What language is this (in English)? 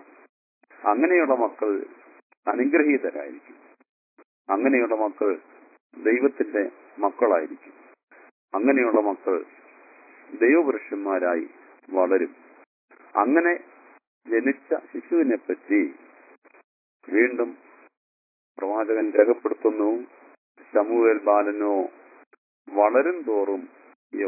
Malayalam